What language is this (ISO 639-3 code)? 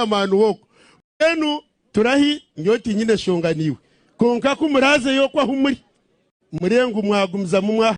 nyn